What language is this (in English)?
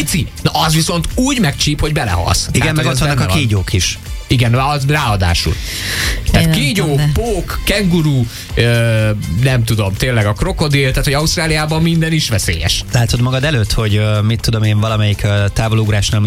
Hungarian